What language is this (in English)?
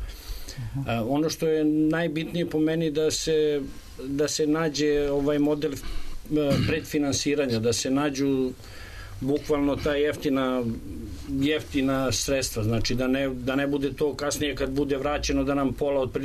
Serbian